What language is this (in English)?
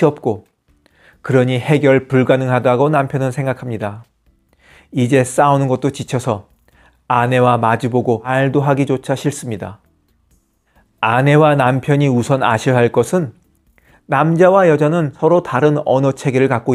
Korean